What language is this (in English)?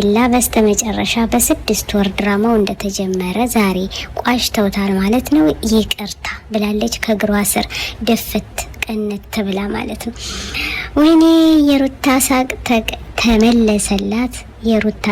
Amharic